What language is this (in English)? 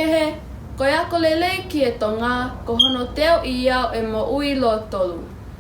Tongan